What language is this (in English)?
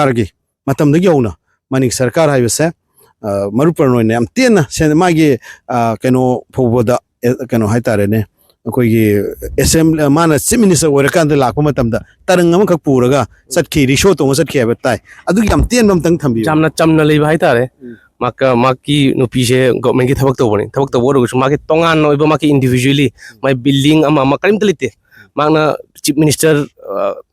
Manipuri